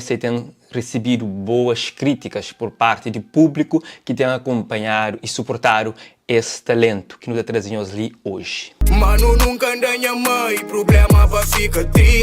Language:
Kabuverdianu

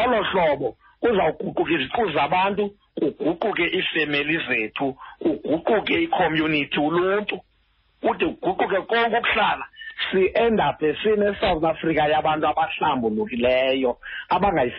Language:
Xhosa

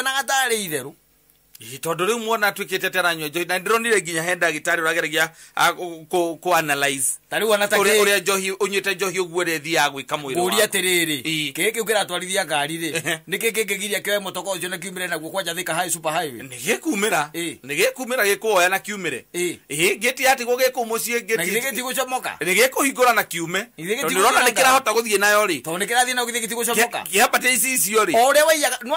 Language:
Kikuyu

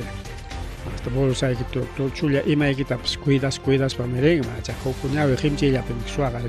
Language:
Ayacucho Quechua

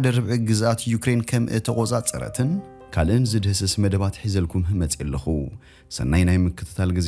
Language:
Tigrinya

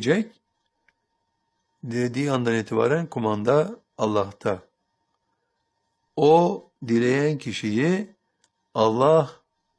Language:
Turkish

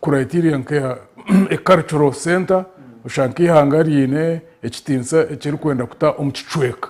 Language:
Nyankole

